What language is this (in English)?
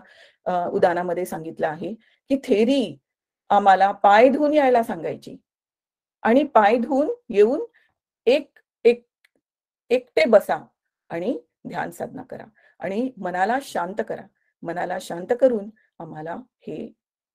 Marathi